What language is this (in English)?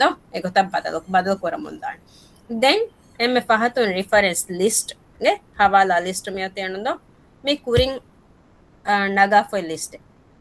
Divehi